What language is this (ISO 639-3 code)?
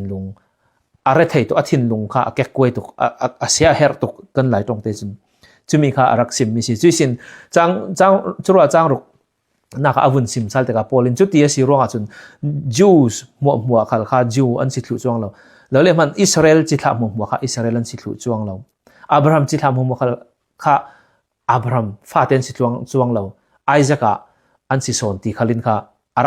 cfm